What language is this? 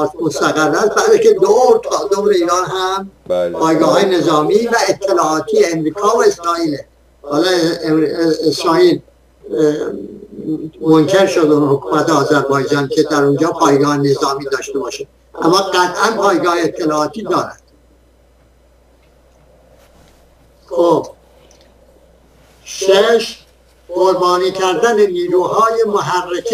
Persian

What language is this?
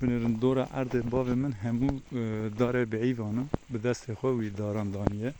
Kurdish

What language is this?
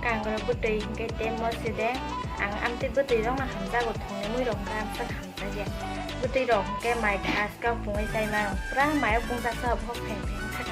Kok Borok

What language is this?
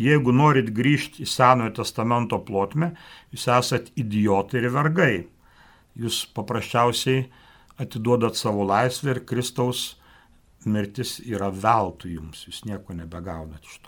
Lithuanian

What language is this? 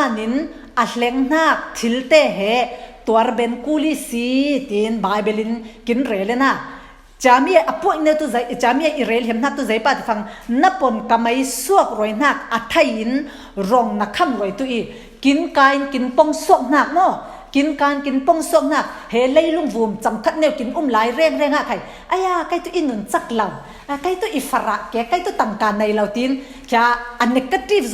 Falam Chin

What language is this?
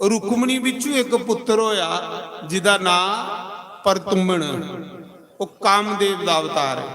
Dogri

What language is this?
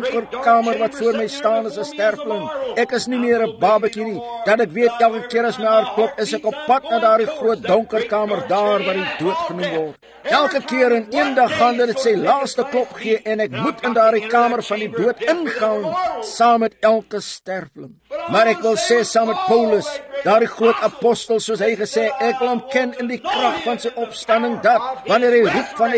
Afrikaans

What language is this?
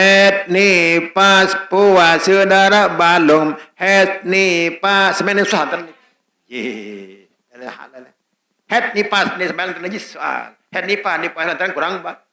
Sasak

